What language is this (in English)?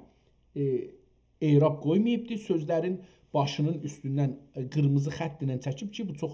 South Azerbaijani